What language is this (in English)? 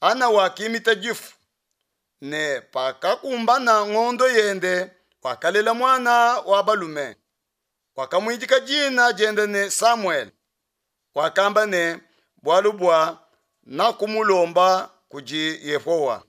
Luba-Lulua